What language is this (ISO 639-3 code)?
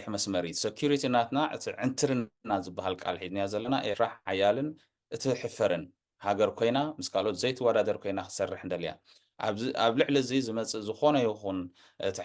tir